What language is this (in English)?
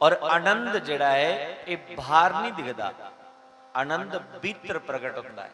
Dogri